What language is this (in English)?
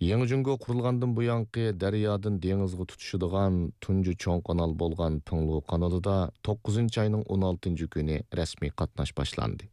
Uyghur